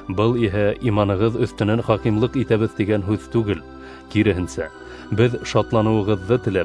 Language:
Bashkir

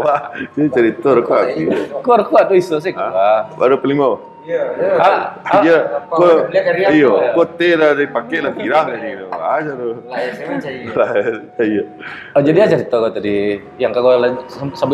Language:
Minangkabau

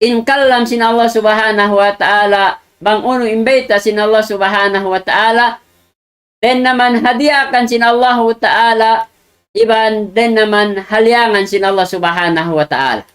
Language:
Tausug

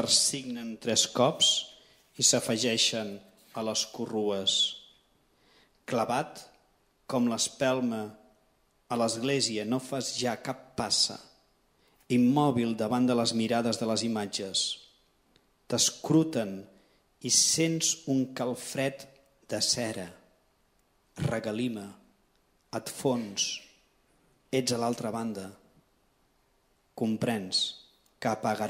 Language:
Catalan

